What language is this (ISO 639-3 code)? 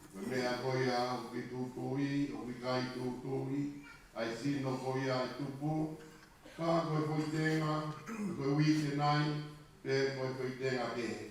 ton